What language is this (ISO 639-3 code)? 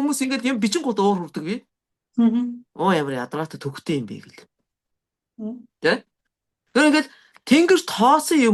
mon